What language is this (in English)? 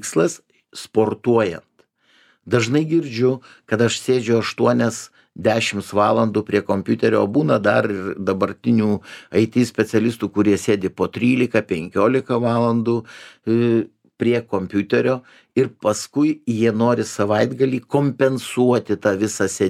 Lithuanian